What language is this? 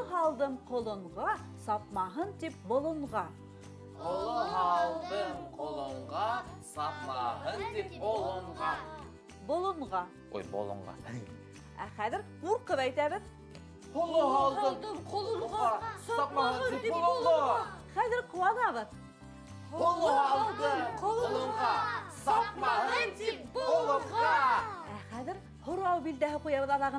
Bashkir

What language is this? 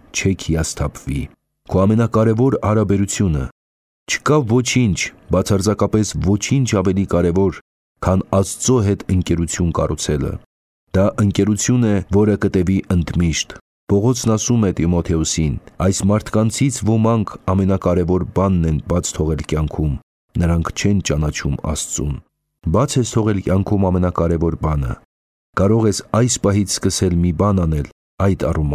Armenian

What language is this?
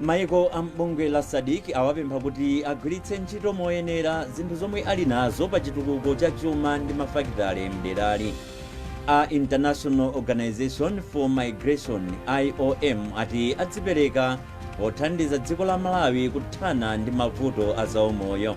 Nyanja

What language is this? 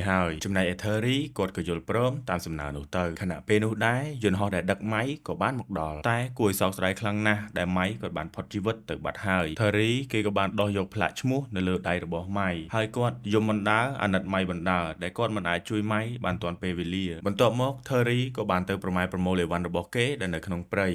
Khmer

